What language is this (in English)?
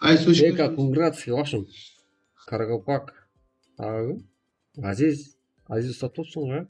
Kara-Kalpak